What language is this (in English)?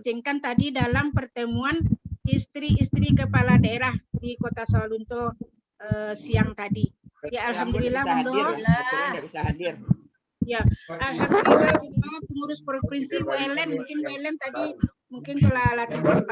Minangkabau